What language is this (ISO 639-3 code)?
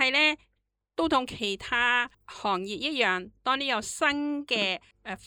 yue